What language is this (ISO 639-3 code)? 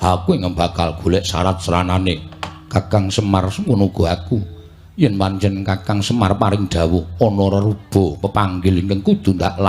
jav